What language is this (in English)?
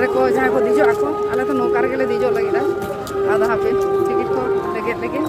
Santali